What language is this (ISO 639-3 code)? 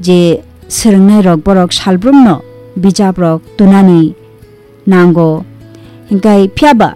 trp